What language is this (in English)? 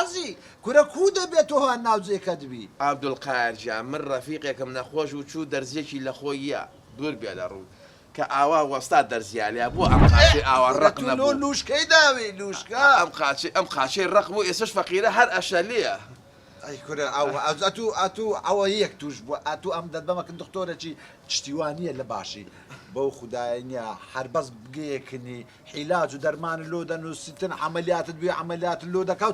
Central Kurdish